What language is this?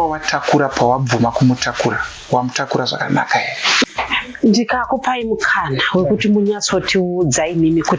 Shona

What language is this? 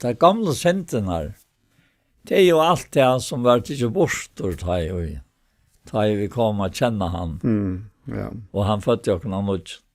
Faroese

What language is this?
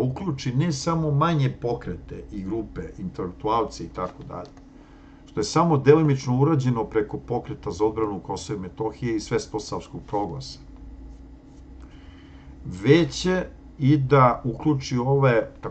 Serbian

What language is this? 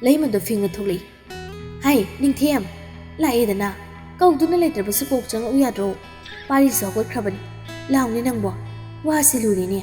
Manipuri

